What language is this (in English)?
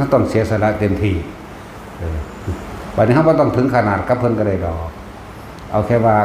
Northeastern Thai